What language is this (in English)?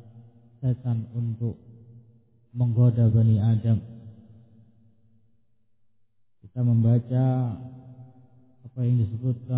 Indonesian